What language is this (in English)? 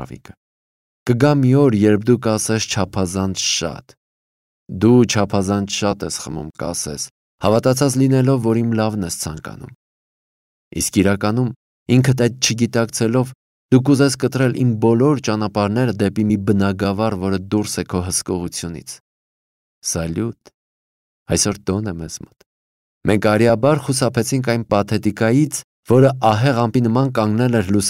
Armenian